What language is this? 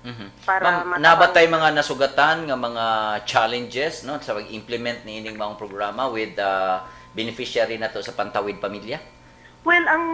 Cebuano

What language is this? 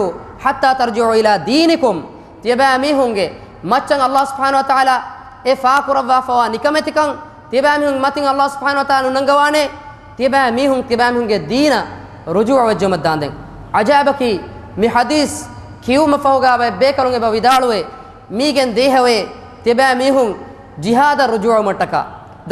Divehi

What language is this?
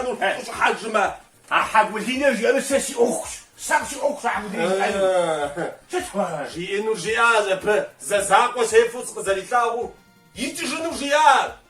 Kabardian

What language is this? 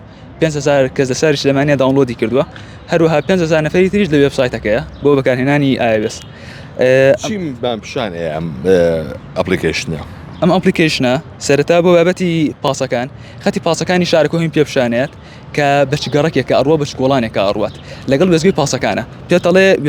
Central Kurdish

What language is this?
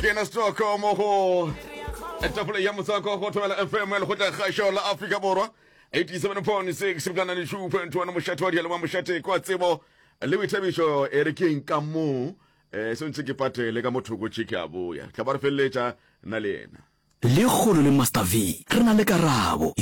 Northern Sotho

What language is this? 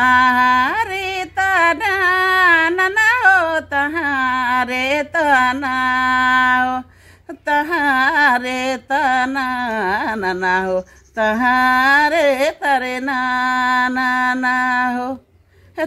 Santali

